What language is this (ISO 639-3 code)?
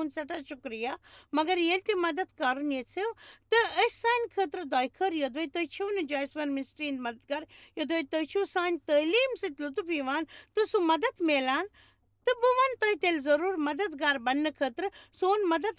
kas